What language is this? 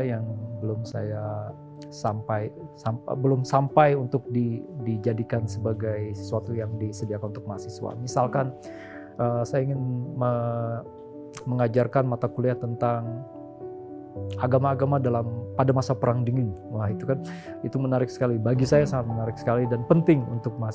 Indonesian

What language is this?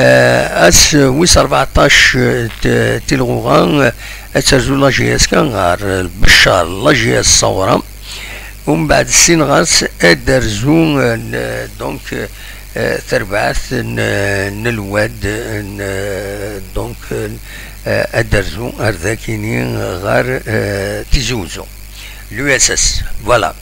Algerian Arabic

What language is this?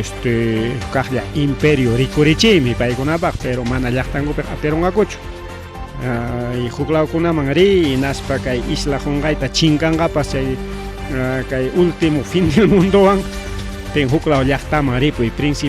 Ayacucho Quechua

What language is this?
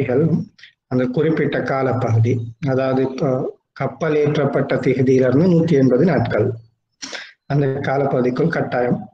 Tamil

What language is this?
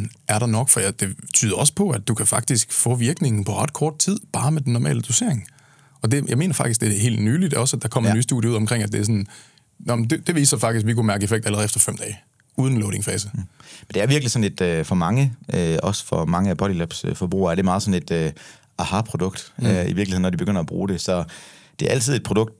Danish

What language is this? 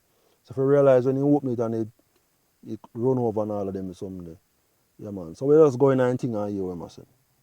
Jamaican Creole English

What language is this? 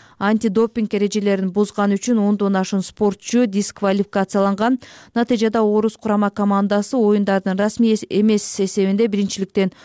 Kyrgyz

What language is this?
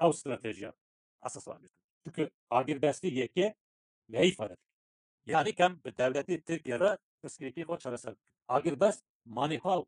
Kurdish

